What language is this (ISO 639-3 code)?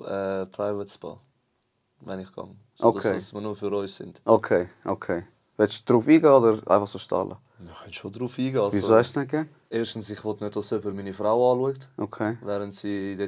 gsw